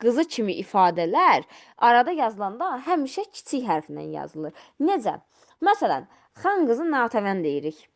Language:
Azerbaijani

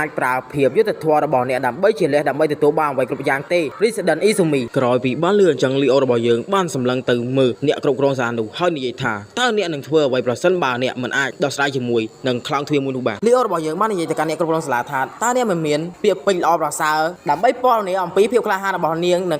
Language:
Khmer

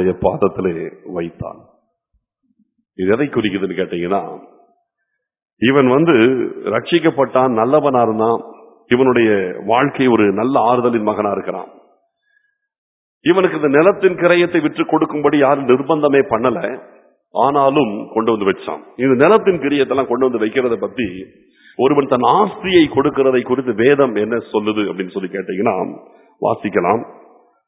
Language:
Tamil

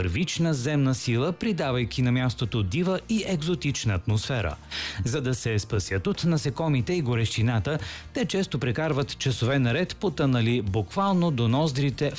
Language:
Bulgarian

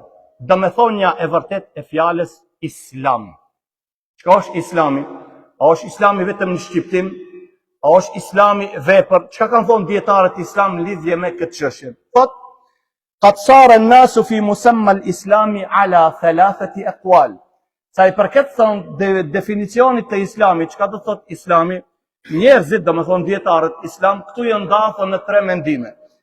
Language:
Albanian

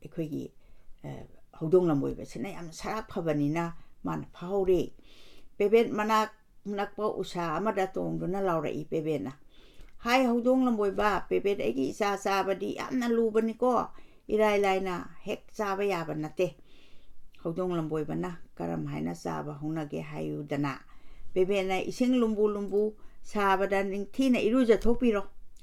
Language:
Manipuri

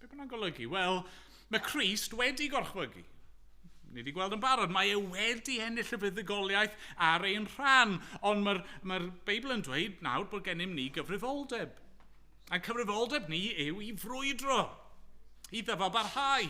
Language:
Welsh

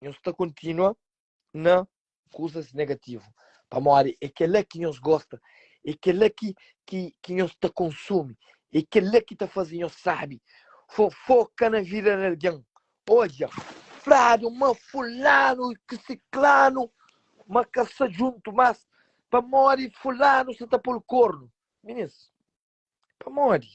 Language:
Kabuverdianu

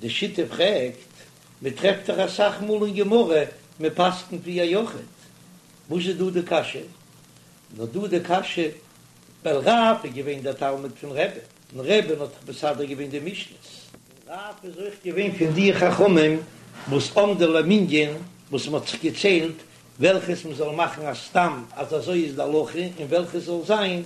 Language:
Yiddish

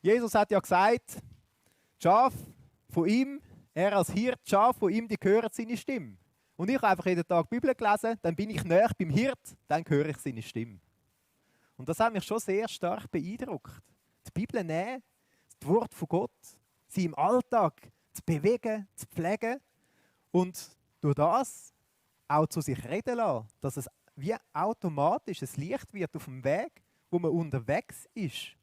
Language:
Swiss German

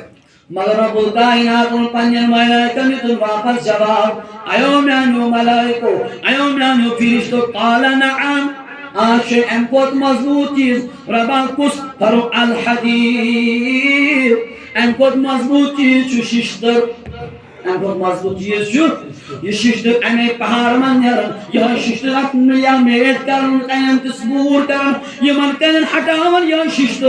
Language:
Kashmiri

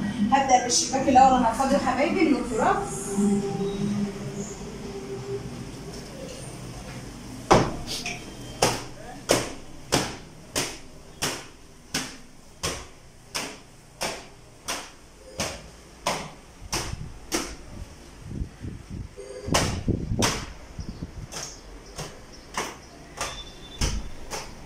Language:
Egyptian Arabic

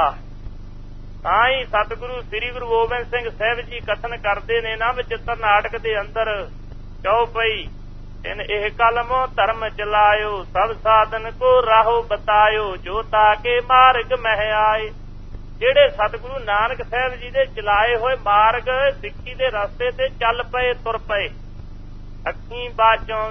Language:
Punjabi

